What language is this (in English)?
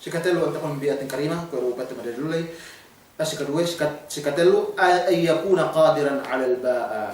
Yakan